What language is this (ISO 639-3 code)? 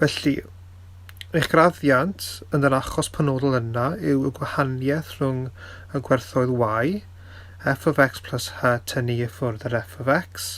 cym